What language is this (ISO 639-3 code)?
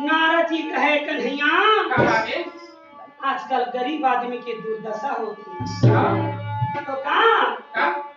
hne